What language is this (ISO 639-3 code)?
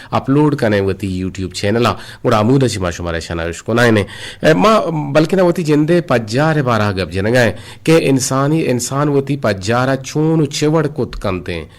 bgp